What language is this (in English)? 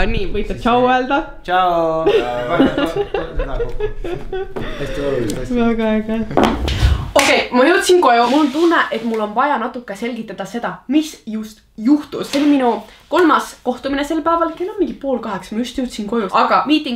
Estonian